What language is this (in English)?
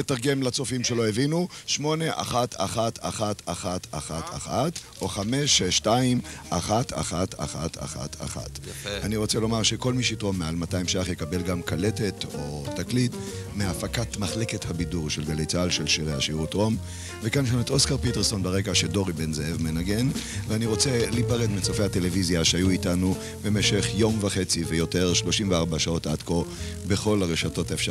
Hebrew